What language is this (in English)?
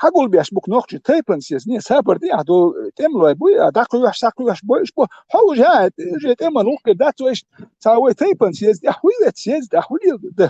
Chechen